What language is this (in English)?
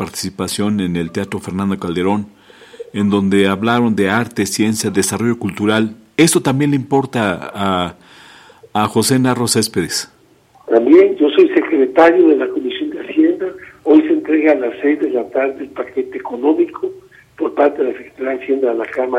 Spanish